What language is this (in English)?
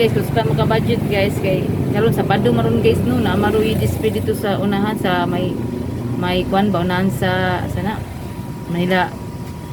Cebuano